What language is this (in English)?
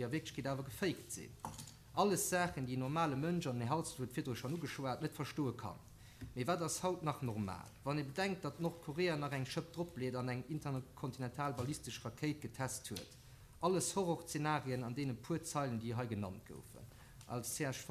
Luxembourgish